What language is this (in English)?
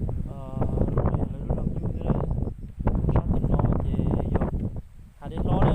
Hmong